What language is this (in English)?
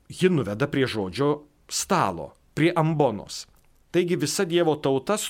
Lithuanian